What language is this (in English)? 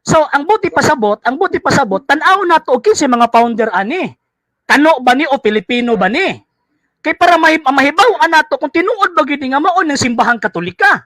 Cebuano